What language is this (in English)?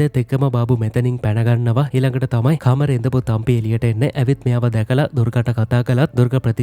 Sinhala